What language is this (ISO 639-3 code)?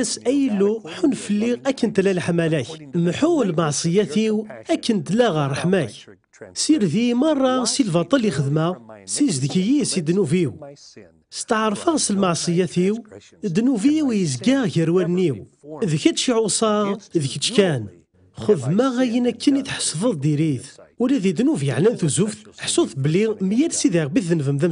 kab